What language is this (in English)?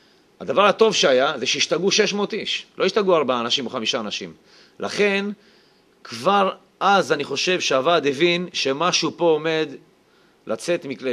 Hebrew